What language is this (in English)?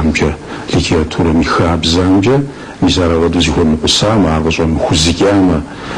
Kabardian